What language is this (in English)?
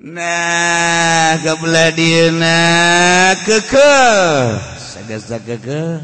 Sundanese